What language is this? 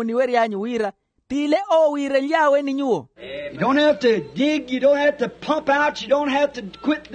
Makhuwa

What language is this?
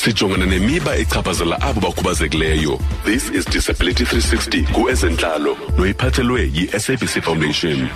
Xhosa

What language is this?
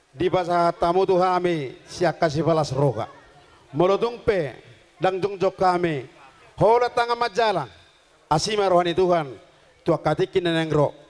Batak Toba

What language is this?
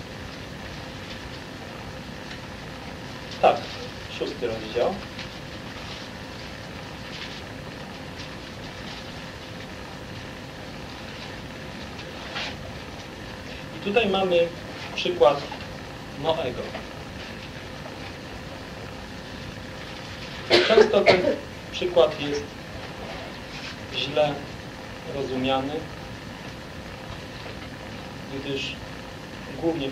Polish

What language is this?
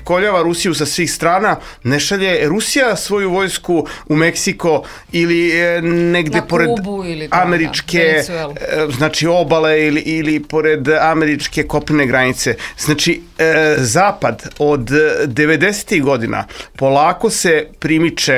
Serbian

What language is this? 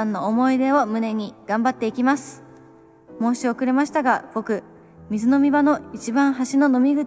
Japanese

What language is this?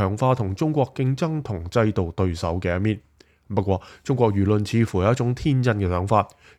Cantonese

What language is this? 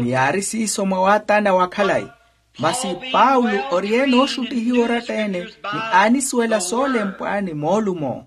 Makhuwa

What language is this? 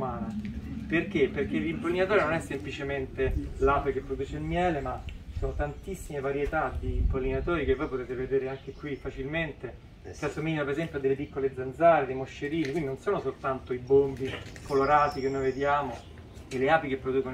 Italian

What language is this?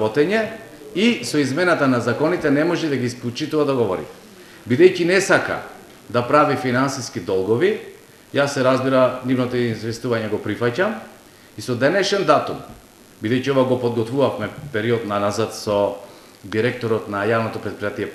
Macedonian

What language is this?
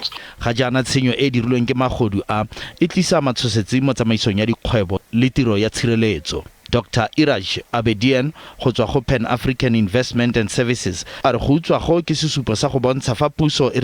Tswana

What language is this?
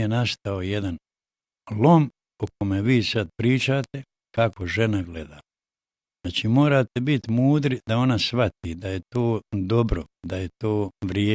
Bosnian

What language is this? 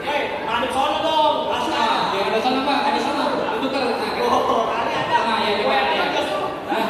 Betawi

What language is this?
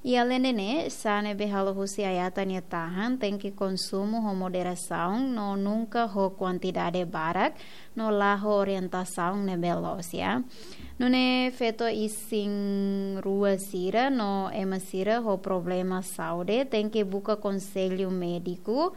Tetum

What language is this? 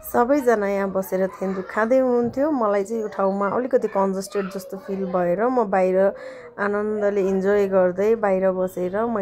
Nepali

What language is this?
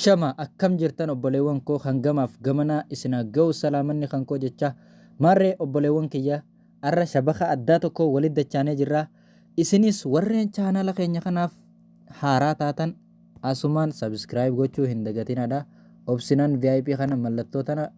Oromo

